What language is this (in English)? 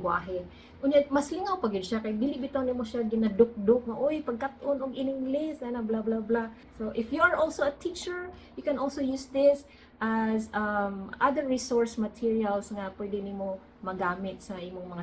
Cebuano